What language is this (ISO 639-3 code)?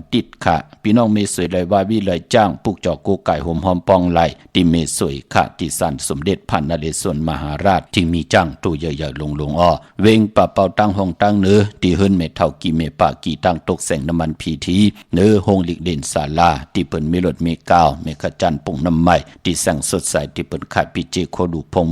shn